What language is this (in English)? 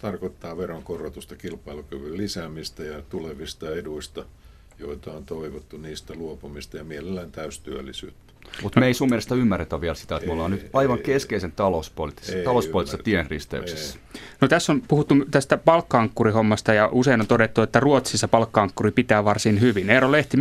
Finnish